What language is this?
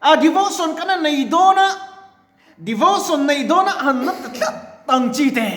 Mizo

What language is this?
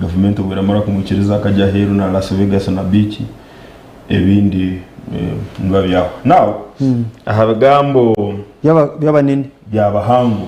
Nyankole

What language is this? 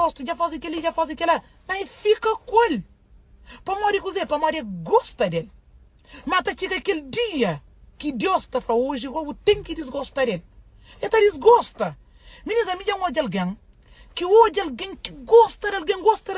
Kabuverdianu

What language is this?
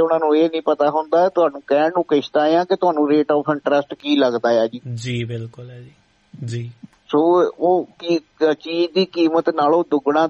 Punjabi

